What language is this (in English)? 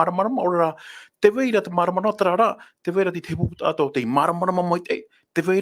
Tahitian